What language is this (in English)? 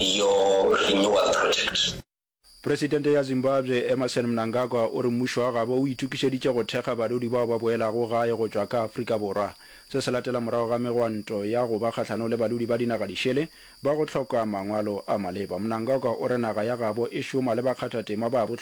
Northern Sotho